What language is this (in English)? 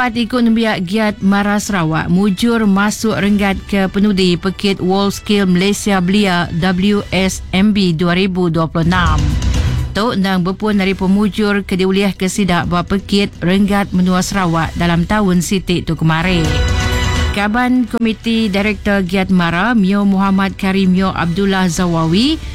Iban